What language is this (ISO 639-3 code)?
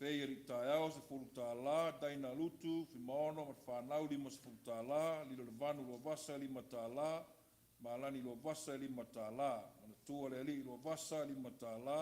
smo